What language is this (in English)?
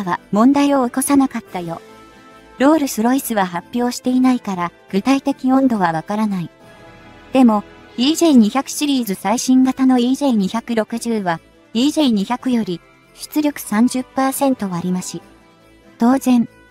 Japanese